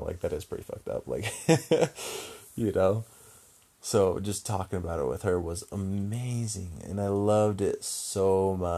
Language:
English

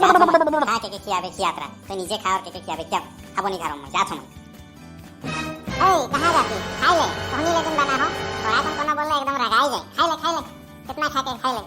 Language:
Sadri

